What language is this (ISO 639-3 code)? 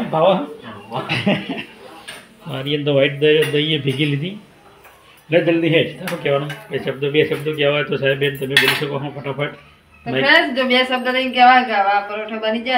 guj